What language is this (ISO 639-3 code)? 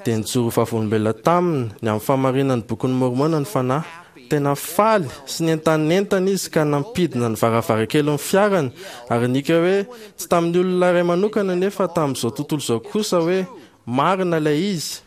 mlg